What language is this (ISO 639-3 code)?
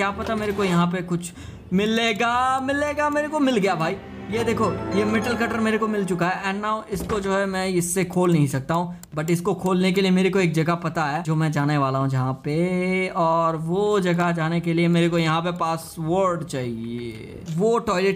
hin